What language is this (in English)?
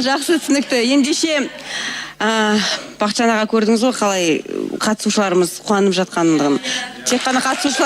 Kazakh